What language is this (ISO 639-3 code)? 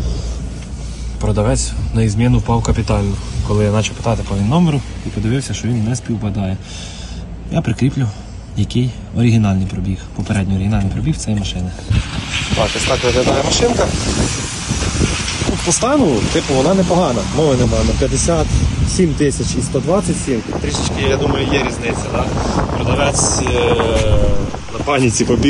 ukr